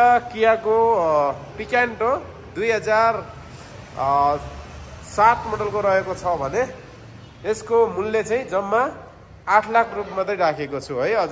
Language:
Nepali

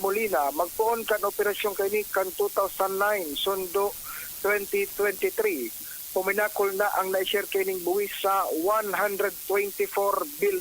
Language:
Bikol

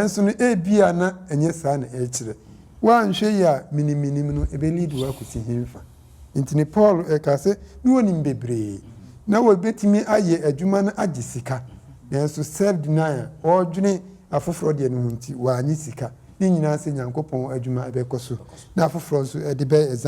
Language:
Akan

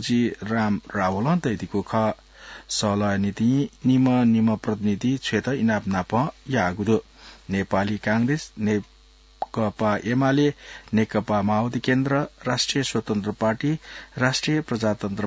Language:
Newari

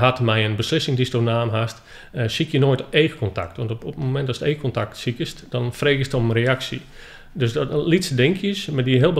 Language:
Western Frisian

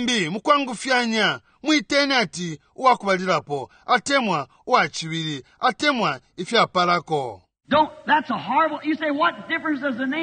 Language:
Bemba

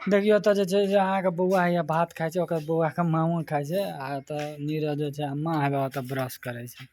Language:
Maithili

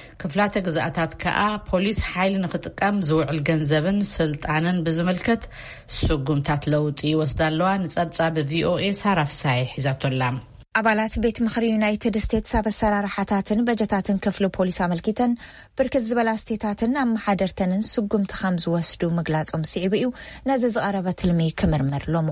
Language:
Tigrinya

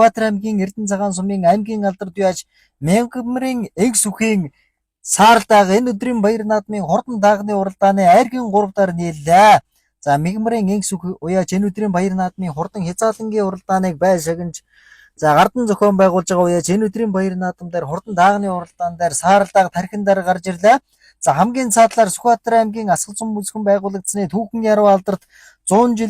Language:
Mongolian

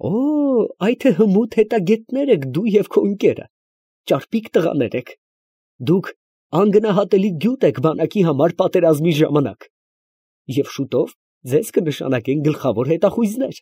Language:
Armenian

